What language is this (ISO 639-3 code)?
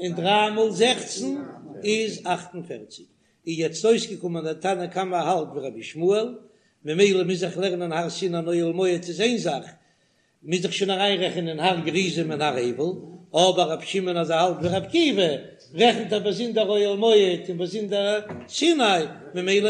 yid